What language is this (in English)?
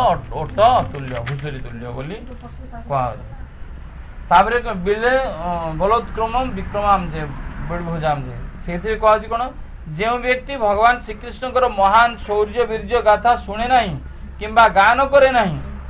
Odia